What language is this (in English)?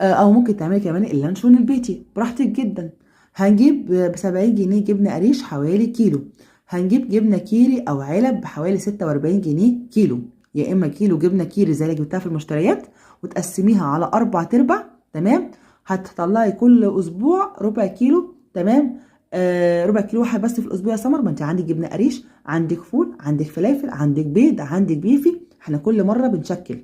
Egyptian Arabic